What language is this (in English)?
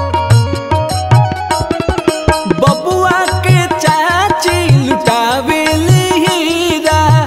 Bhojpuri